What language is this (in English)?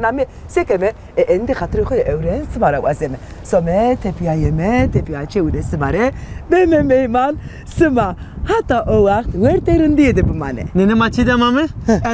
Zaza